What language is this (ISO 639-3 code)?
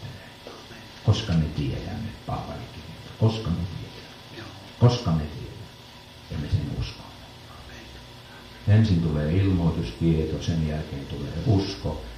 fin